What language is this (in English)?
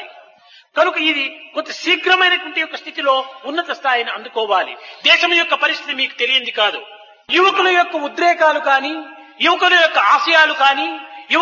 Telugu